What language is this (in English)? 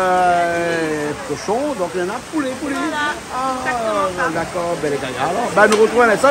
Réunion Creole French